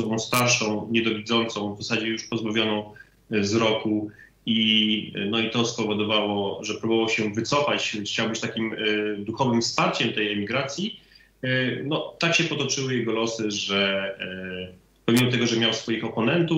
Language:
Polish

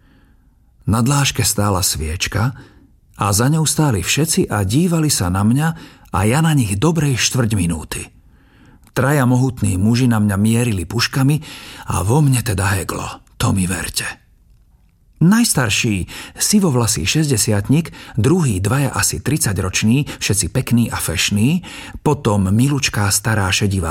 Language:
Slovak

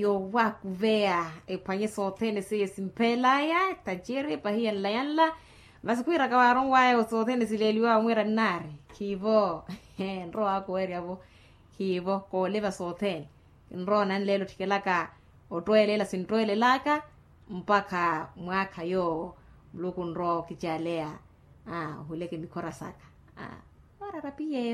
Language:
Makhuwa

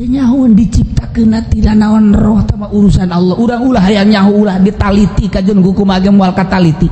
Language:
Sundanese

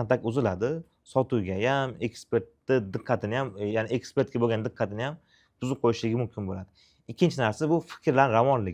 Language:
Uzbek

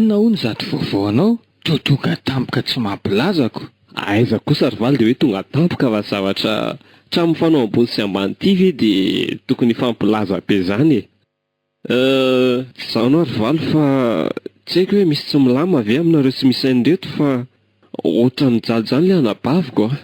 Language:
Malagasy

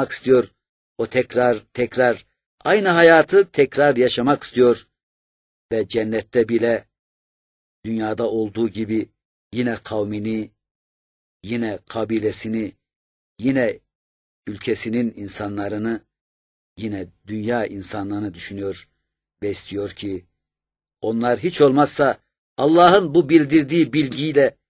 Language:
Turkish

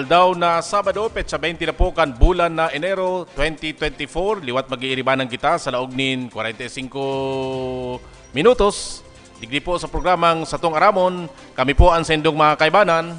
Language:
Bikol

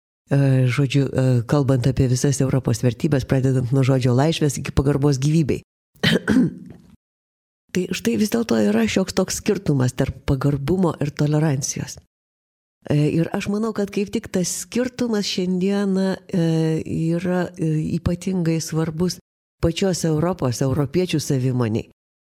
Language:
Lithuanian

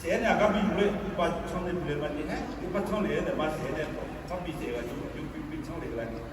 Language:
Akha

